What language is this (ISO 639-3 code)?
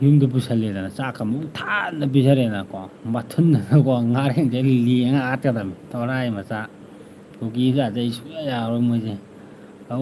mni